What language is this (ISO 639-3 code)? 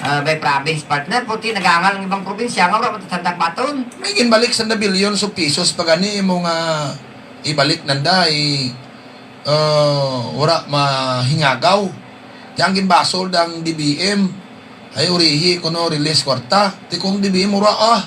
hil